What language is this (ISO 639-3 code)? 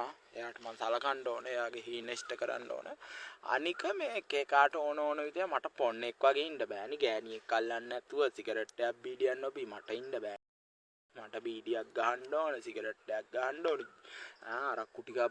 sin